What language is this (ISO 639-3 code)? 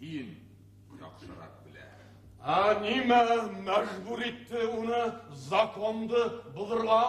bak